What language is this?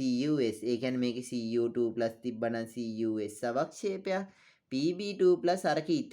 Sinhala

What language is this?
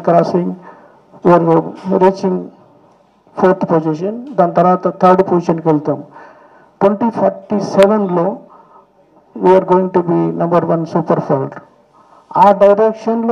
Telugu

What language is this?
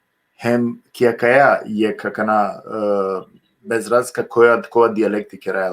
Balkan Romani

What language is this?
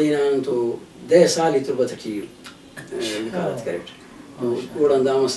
Brahui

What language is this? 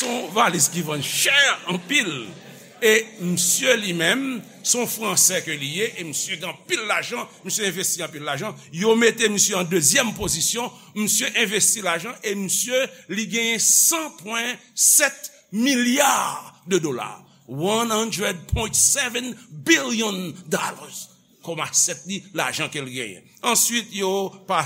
Haitian Creole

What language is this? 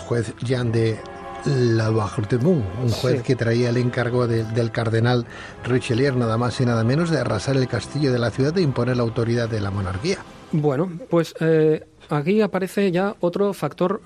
Spanish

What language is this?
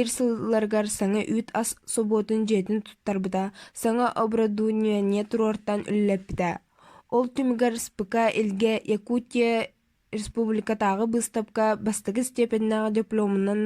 Yakut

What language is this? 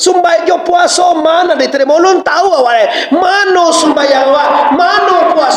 Minangkabau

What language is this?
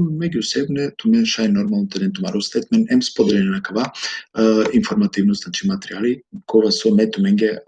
Balkan Romani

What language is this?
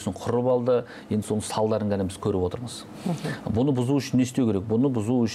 Kazakh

